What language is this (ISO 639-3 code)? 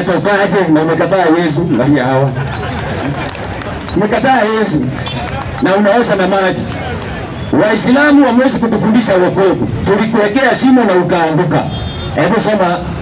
swa